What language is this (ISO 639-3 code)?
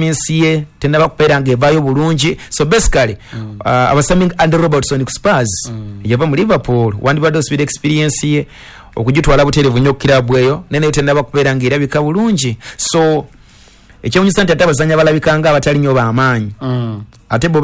lug